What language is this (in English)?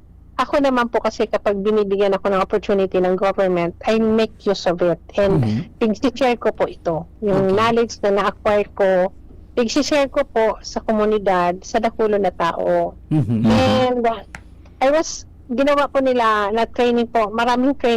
Bikol